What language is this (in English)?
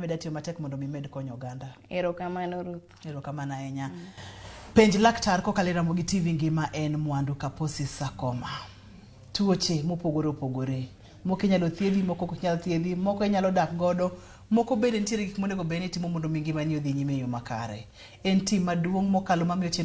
Luo (Kenya and Tanzania)